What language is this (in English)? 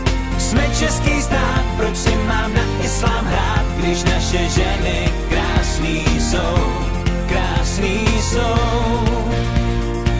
Czech